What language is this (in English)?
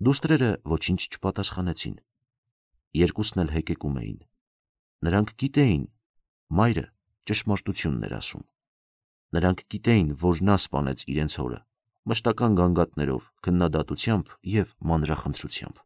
Armenian